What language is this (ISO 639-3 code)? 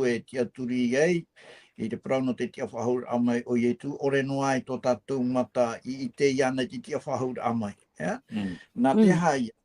tah